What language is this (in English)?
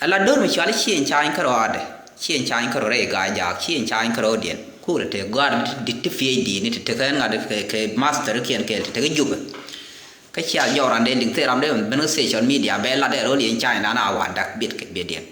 Nuer